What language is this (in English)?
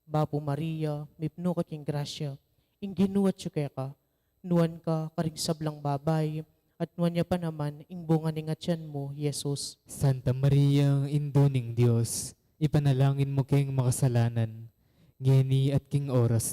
Pampanga